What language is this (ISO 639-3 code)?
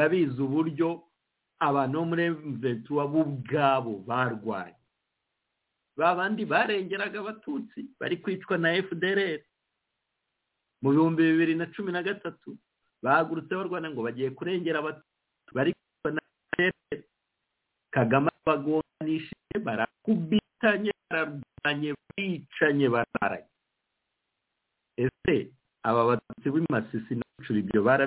kin